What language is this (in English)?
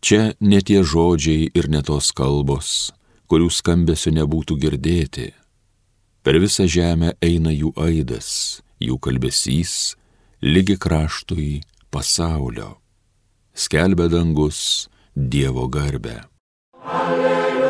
Lithuanian